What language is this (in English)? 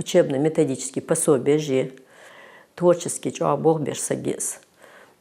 Ingush